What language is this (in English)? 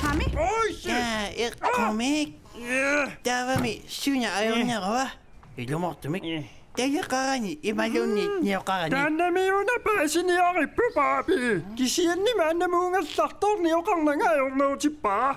Kalaallisut